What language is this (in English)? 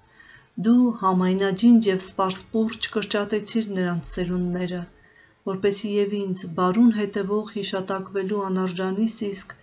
Armenian